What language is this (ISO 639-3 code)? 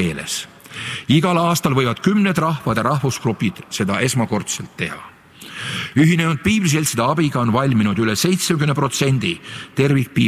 est